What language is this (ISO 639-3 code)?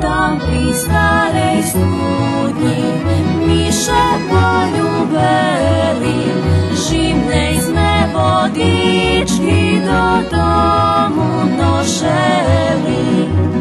rue